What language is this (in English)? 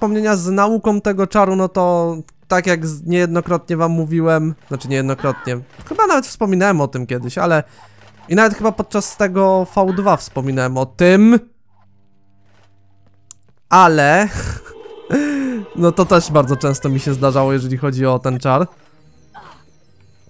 Polish